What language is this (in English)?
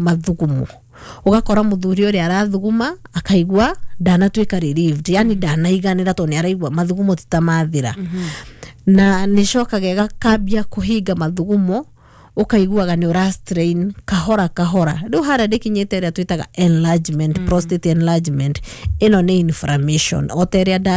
Kikuyu